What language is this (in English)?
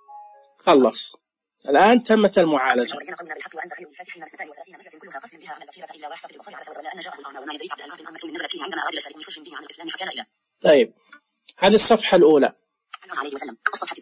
Najdi Arabic